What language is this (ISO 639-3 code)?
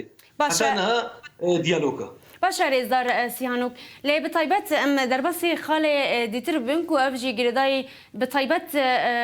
kur